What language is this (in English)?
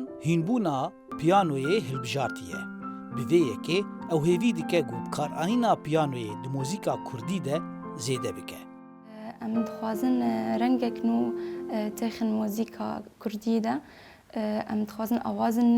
Kurdish